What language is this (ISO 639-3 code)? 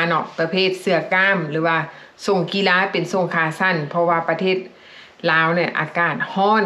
lao